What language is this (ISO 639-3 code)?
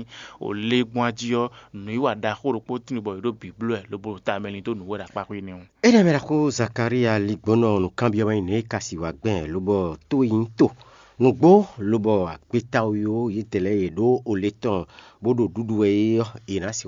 fon